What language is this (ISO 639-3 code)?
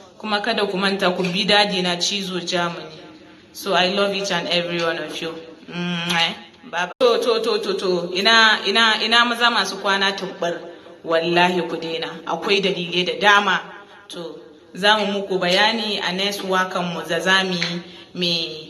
hau